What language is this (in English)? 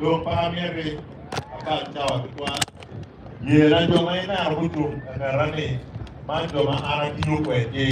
Acoli